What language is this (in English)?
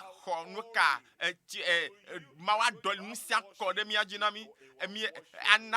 Ewe